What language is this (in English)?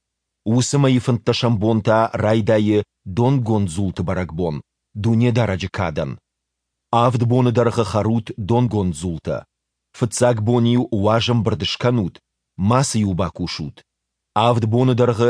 Ossetic